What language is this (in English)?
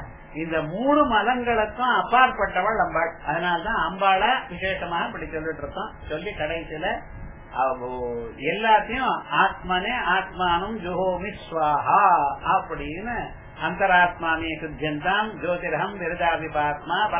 Tamil